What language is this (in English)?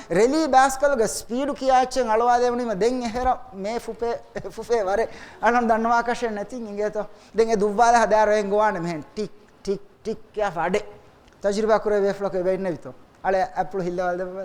Divehi